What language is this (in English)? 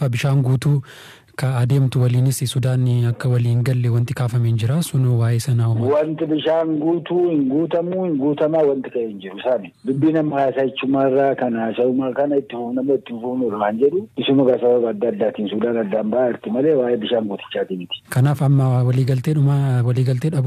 Oromo